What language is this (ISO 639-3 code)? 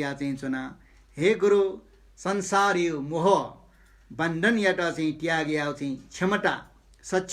new